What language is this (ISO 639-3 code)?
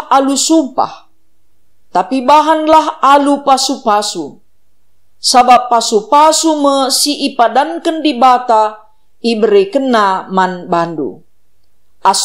btx